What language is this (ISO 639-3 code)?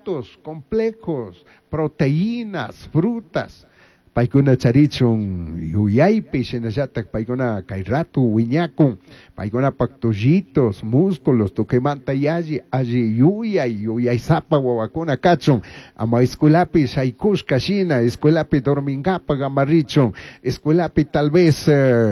qug